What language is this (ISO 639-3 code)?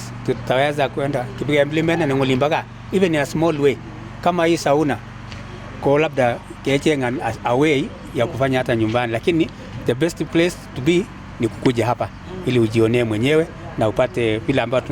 kln